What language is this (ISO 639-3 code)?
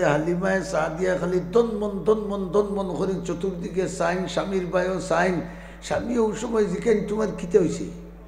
syl